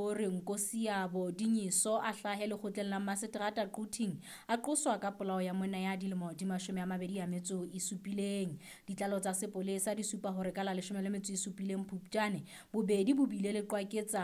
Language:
Southern Sotho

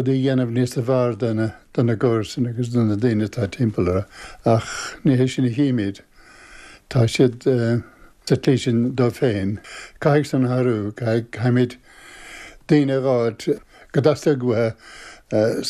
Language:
Irish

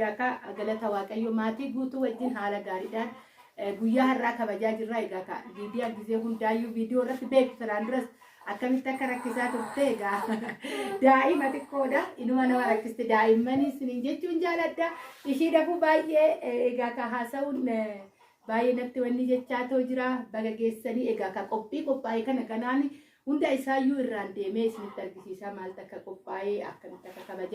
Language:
Oromo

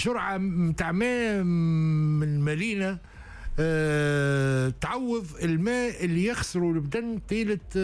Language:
Tunisian Arabic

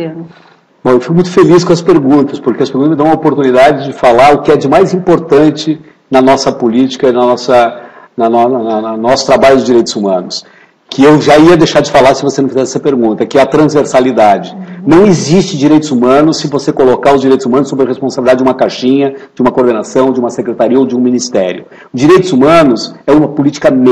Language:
Portuguese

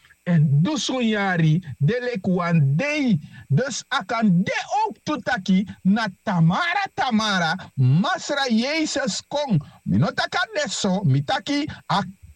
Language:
Sranan Tongo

